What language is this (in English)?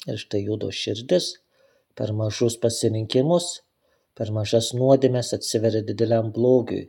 Lithuanian